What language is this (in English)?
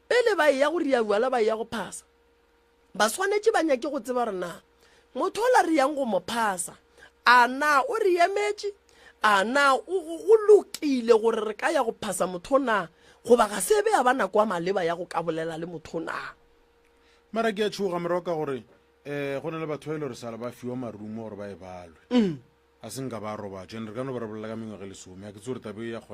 Northern Sotho